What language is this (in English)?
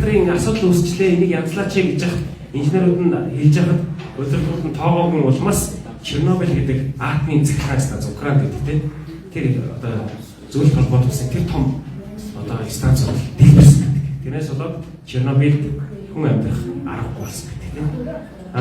Mongolian